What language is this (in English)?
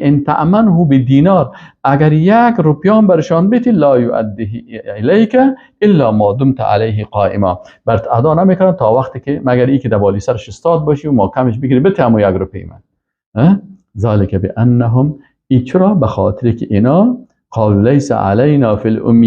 Persian